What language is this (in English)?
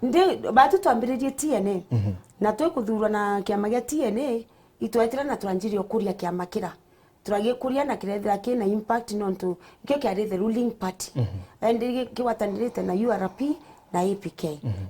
Meru